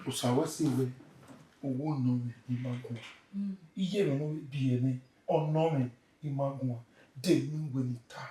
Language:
Bini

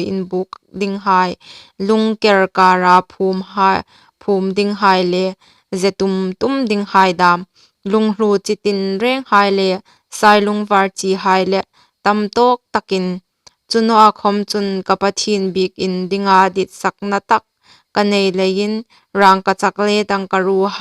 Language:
Hmar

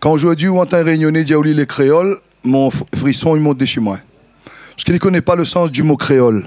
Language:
Réunion Creole French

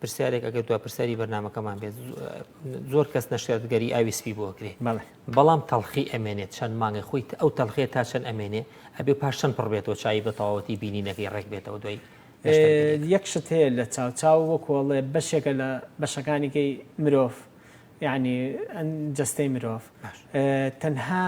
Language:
Central Kurdish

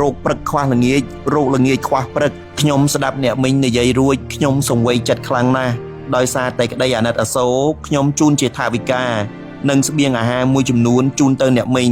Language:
Khmer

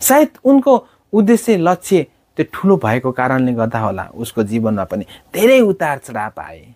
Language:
Nepali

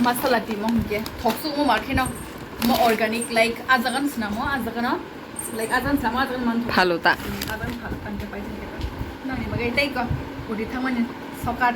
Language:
Kok Borok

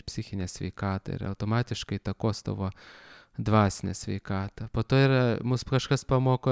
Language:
Lithuanian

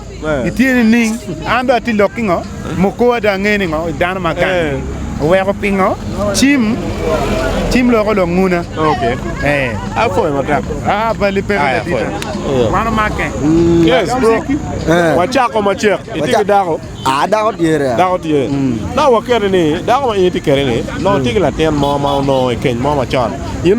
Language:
Acoli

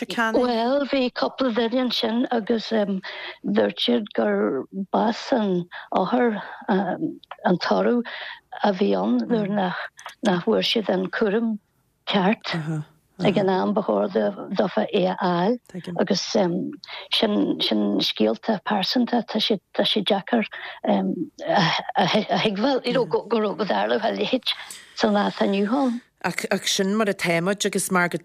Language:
Irish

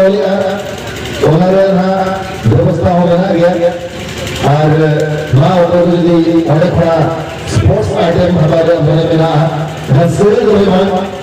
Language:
Santali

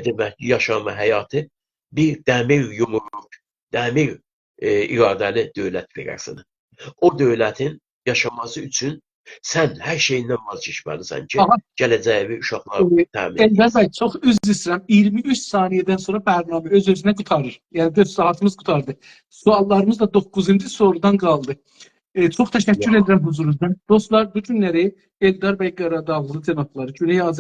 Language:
South Azerbaijani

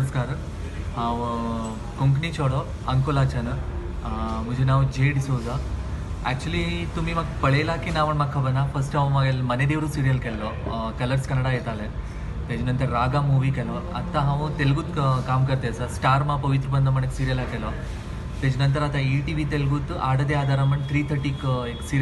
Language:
Konkani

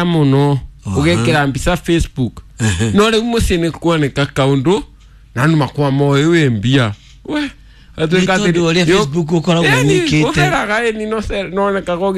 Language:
Kikuyu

